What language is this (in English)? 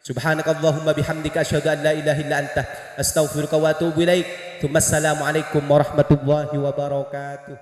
Madurese